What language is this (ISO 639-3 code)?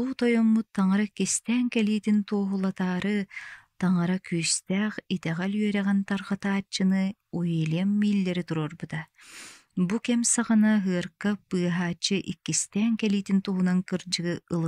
sah